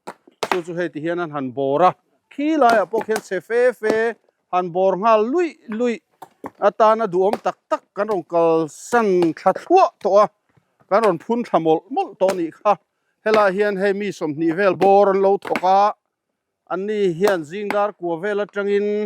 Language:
Mizo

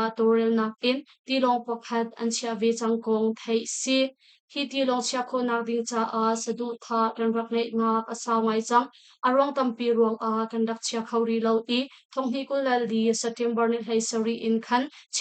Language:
Hakha Chin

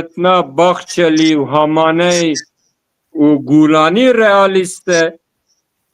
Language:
Kurdish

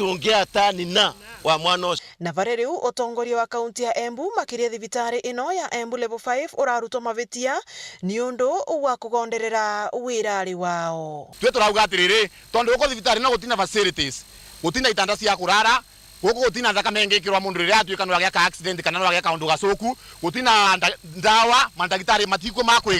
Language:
Meru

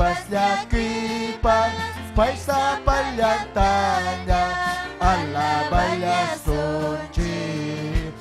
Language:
Ayacucho Quechua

